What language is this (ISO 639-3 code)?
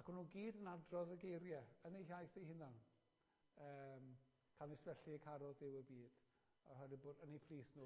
cym